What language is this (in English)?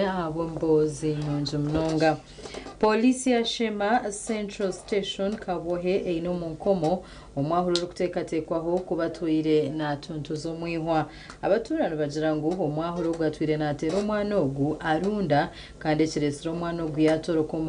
Nyankole